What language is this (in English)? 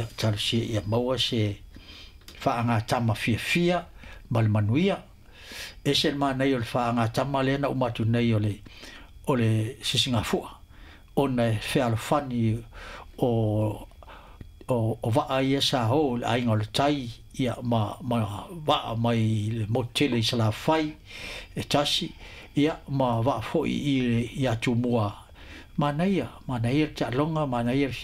Samoan